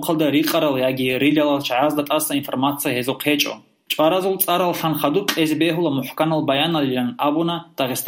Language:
Avaric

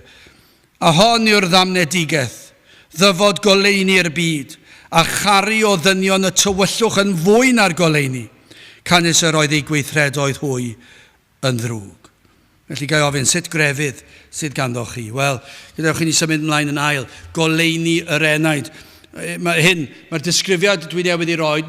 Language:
Welsh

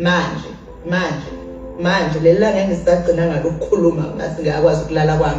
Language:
Zulu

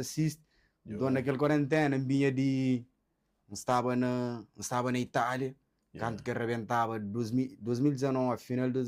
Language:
Kabuverdianu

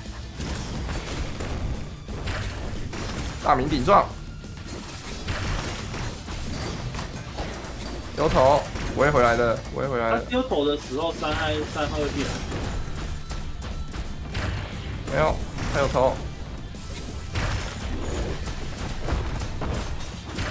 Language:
Chinese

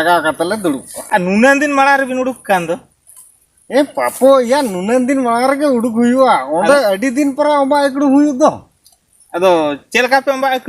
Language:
Santali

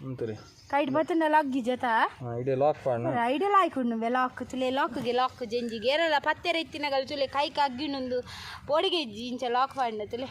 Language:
Tulu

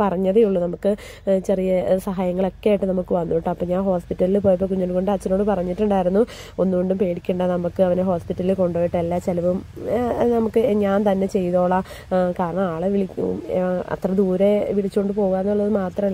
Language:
Malayalam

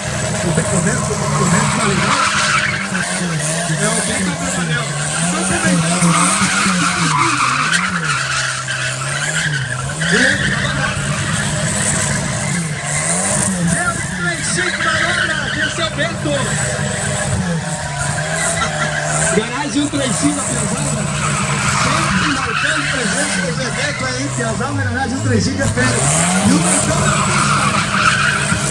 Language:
Portuguese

